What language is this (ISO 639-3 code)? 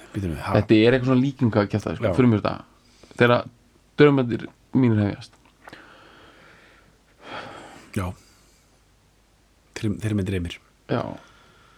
isl